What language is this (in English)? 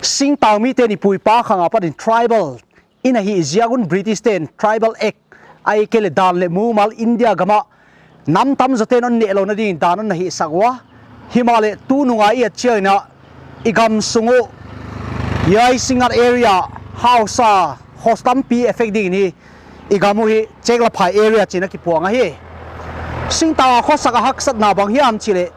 Paite Chin